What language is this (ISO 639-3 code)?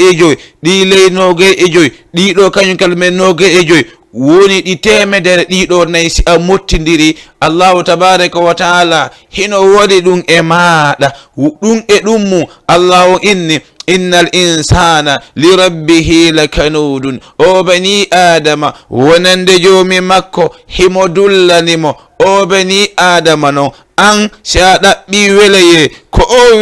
ful